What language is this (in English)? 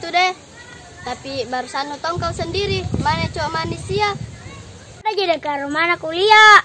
Makassar Malay